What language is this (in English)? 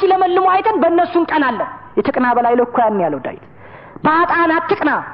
Amharic